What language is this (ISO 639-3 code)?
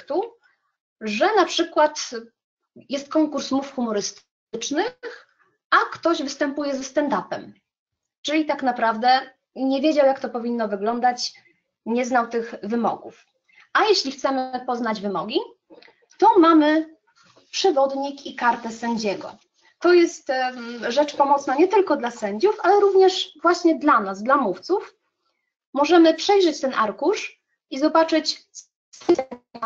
pol